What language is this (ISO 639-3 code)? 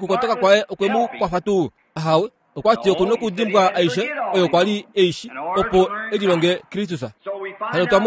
kua